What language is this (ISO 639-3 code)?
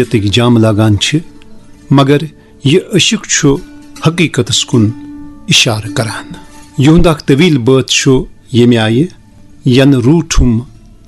kas